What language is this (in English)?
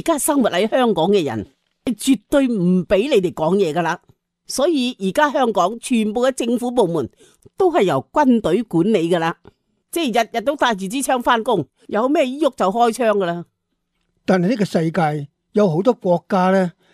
Cantonese